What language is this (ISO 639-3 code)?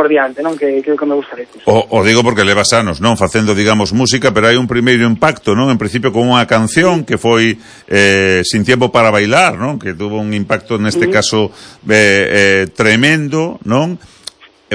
glg